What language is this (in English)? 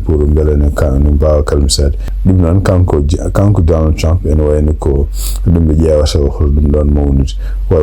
Fula